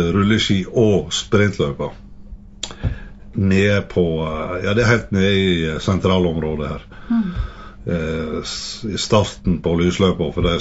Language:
Norwegian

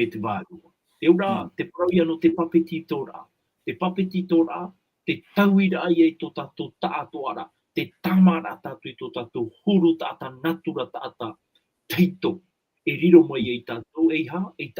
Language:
Tahitian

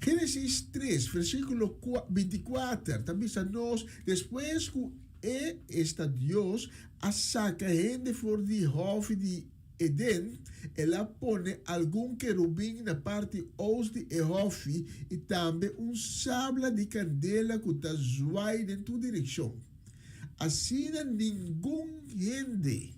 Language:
Papiamento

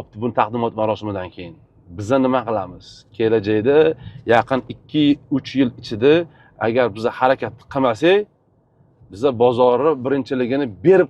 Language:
Uzbek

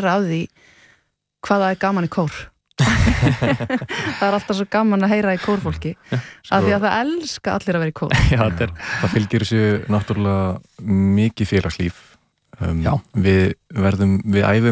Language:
Icelandic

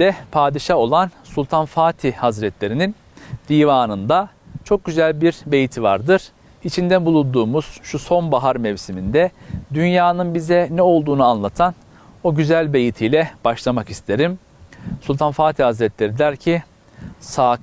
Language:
Turkish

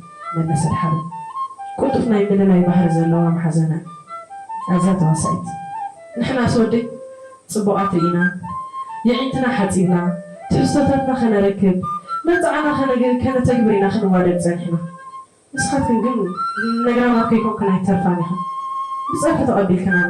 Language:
Tigrinya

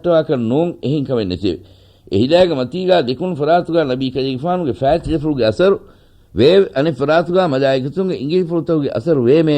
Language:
Divehi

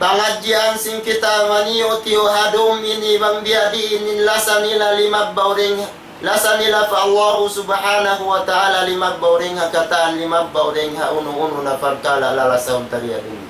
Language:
Tausug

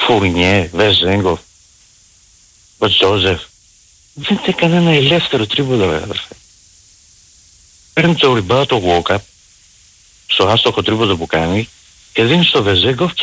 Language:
Greek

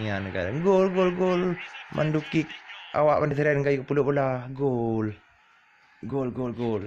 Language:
Achinese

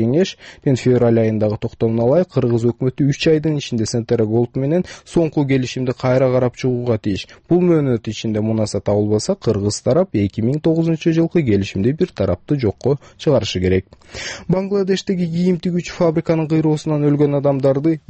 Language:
Kyrgyz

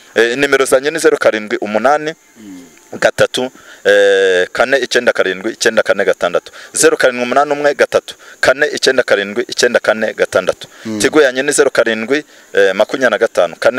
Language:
Kinyarwanda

